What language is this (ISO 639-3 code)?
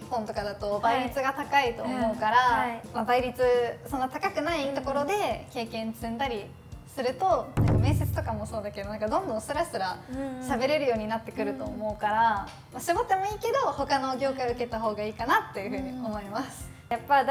jpn